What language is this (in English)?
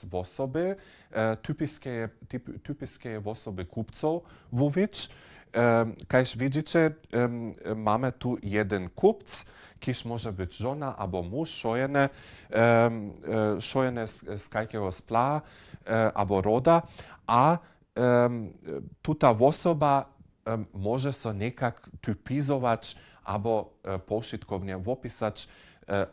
Upper Sorbian